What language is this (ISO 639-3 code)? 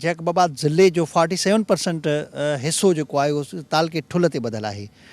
snd